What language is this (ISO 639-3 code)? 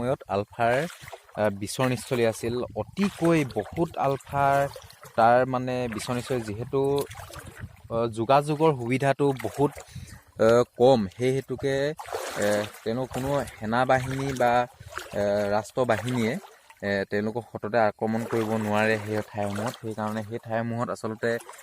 asm